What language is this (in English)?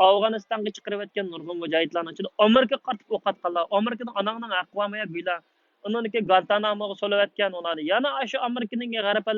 Uyghur